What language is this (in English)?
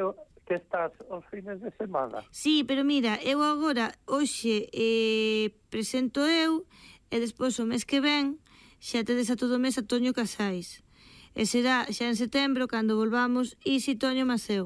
Galician